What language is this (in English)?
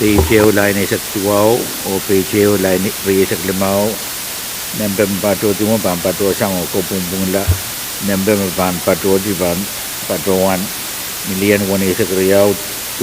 Pohnpeian